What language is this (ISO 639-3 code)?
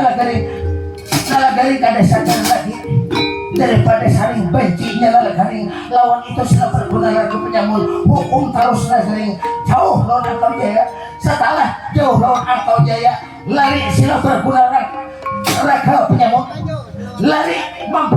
bjn